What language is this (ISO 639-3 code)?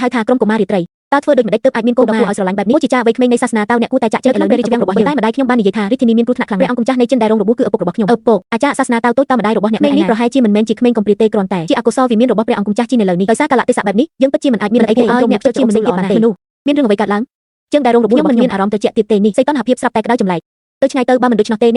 khm